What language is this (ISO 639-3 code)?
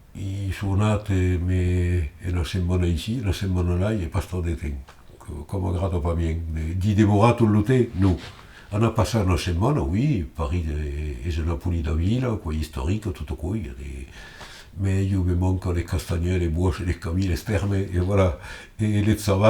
oci